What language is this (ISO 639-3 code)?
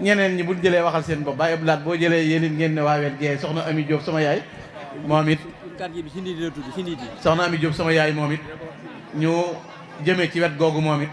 wol